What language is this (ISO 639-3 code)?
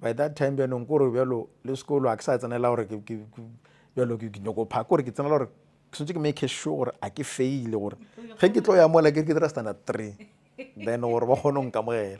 nso